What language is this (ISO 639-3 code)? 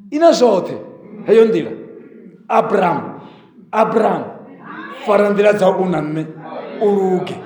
ven